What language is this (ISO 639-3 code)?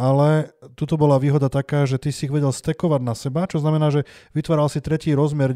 slk